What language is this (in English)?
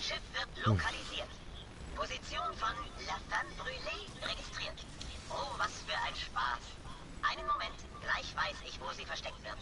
Swiss German